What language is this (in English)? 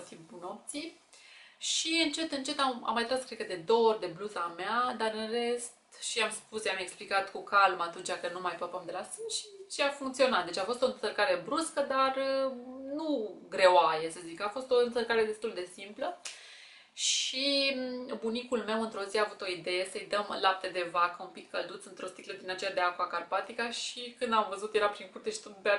Romanian